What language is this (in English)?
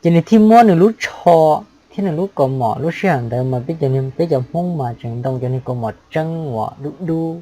Hmong